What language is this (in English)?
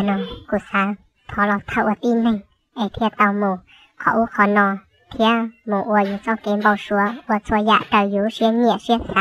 Hmong